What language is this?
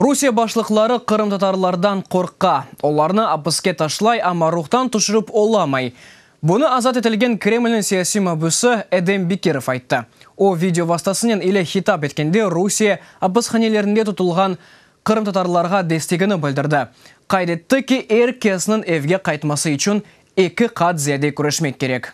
Crimean Tatar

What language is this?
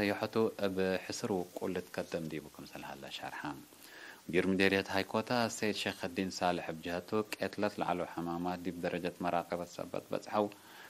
Tigre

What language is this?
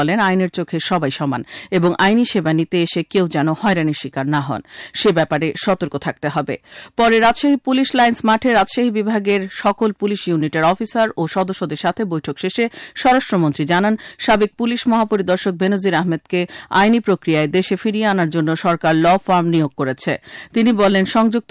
Bangla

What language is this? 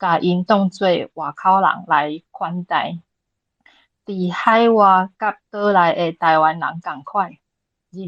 Min Nan Chinese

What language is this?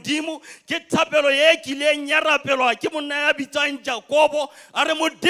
Southern Sotho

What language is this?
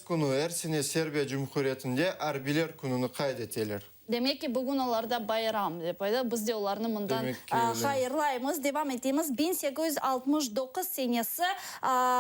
Crimean Tatar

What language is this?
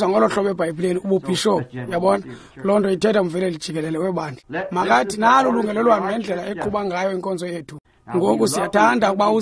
Xhosa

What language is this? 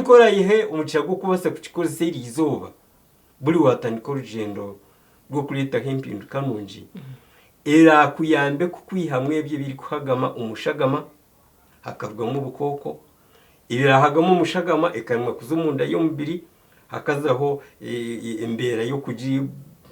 Nyankole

